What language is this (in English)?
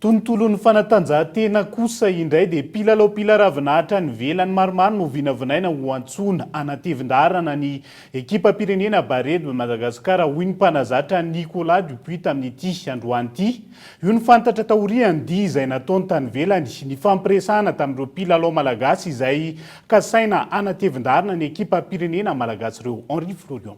Malagasy